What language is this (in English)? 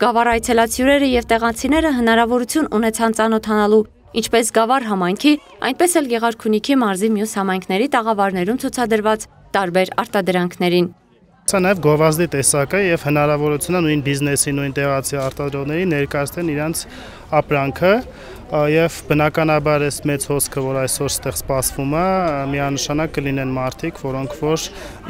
Armenian